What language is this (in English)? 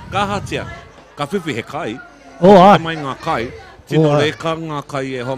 Māori